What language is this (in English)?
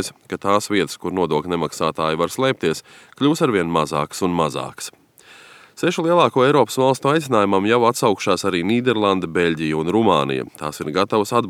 Latvian